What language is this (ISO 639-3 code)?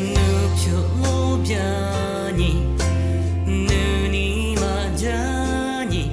lis